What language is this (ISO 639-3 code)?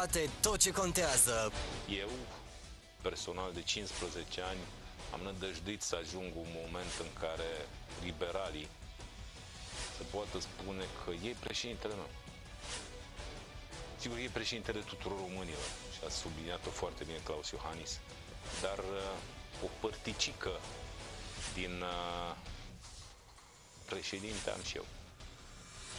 ron